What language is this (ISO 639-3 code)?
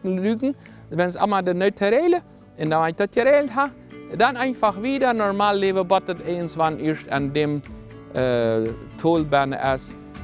pdt